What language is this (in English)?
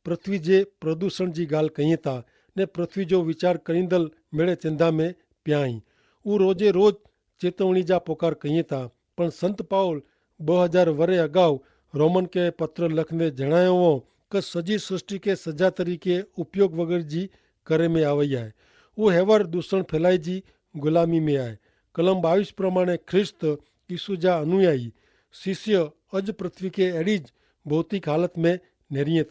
Kachhi